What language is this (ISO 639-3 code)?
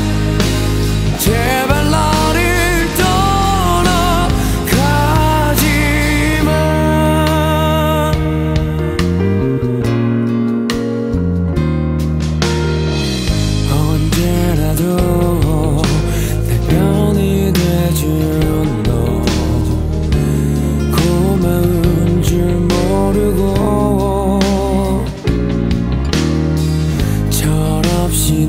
kor